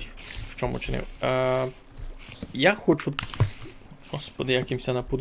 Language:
Rusyn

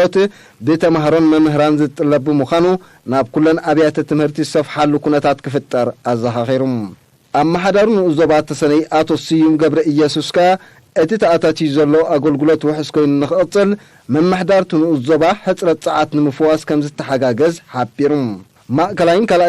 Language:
Tigrinya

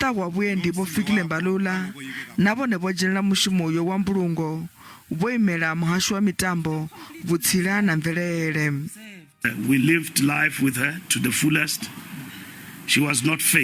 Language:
Venda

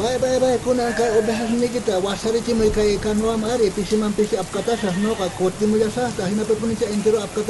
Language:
South Bolivian Quechua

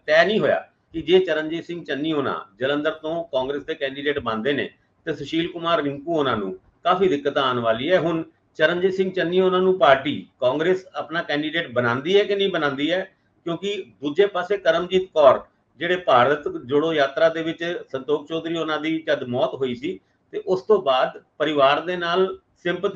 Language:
Punjabi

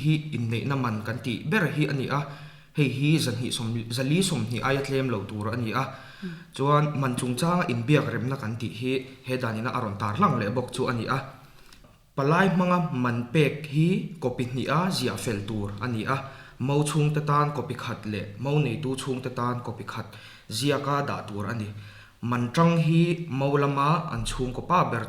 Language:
Mizo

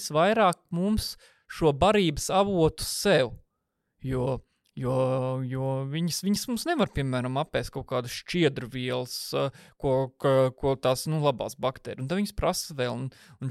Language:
Latvian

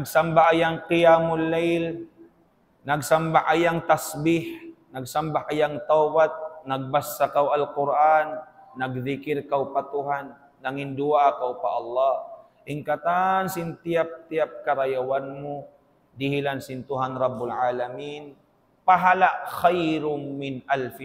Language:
Tausug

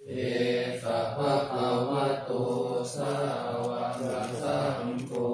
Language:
Pali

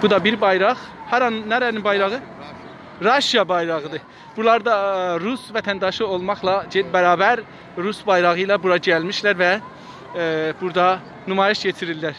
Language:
South Azerbaijani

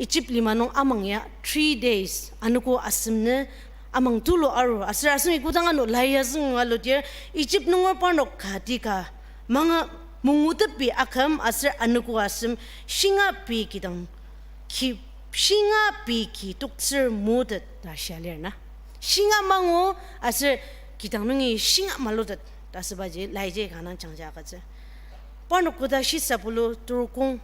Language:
Ao Naga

